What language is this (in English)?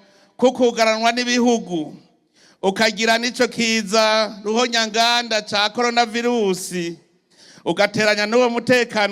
Rundi